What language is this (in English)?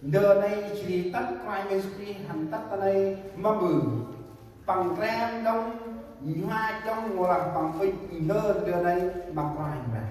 Central Mnong